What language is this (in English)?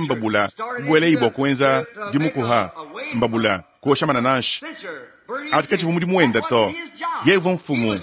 Luba-Lulua